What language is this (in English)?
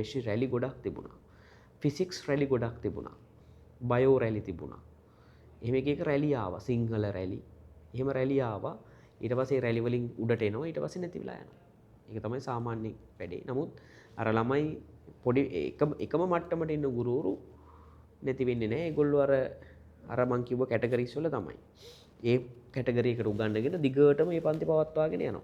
Sinhala